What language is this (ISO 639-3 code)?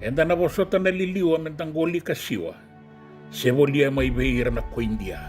fij